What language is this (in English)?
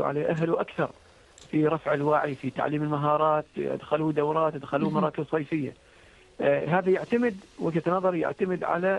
Arabic